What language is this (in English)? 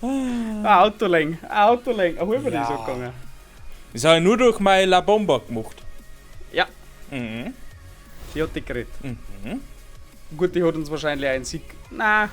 Bavarian